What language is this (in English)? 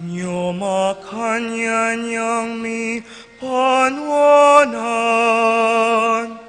Pampanga